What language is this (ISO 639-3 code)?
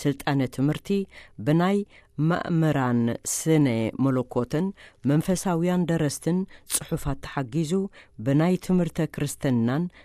tir